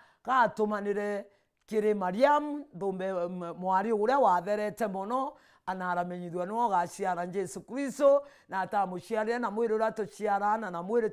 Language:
Meru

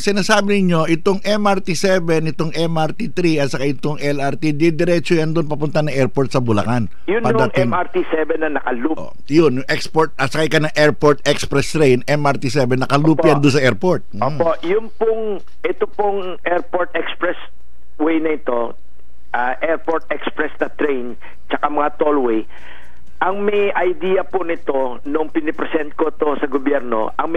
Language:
Filipino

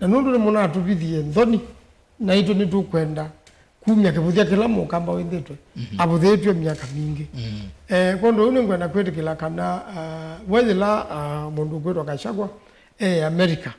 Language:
Kamba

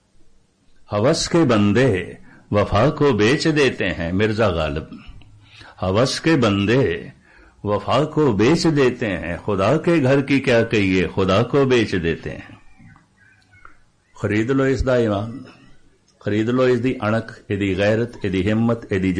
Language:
Punjabi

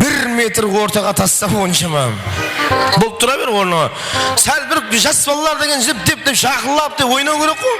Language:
Kara-Kalpak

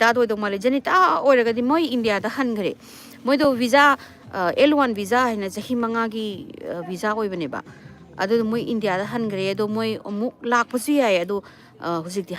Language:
Manipuri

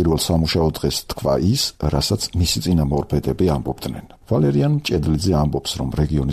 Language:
Georgian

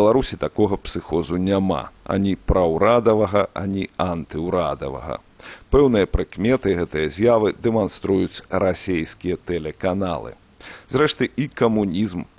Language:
Belarusian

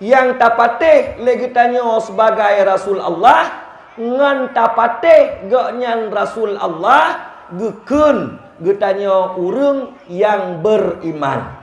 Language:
Achinese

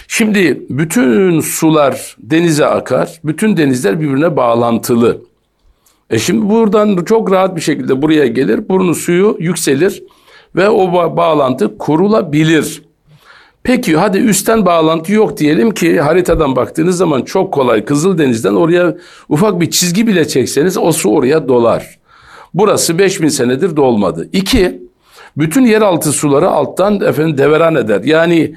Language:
Turkish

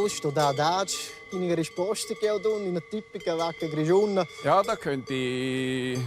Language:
Romansh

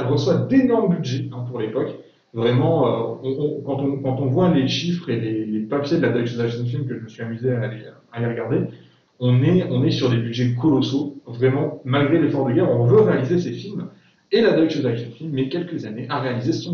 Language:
French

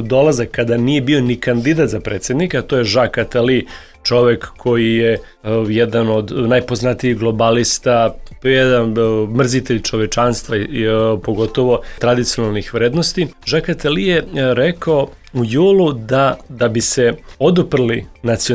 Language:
Serbian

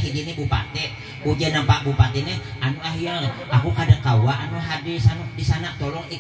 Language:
Banjar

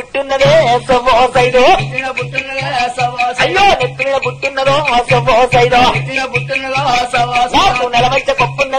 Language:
Telugu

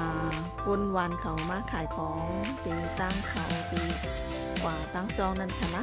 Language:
Shan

